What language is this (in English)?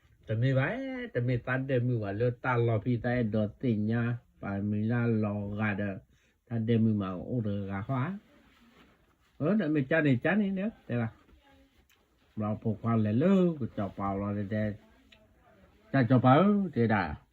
S'gaw Karen